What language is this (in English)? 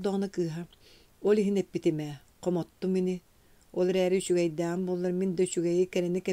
Yakut